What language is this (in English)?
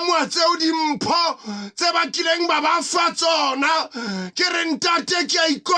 Southern Sotho